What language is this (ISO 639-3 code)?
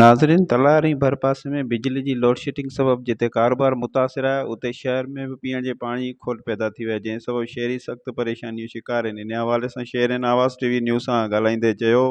snd